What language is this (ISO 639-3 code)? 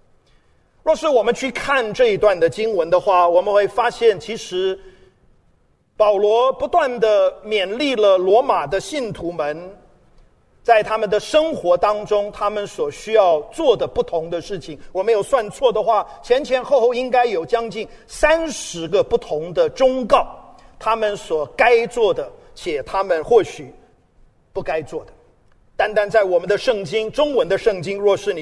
zho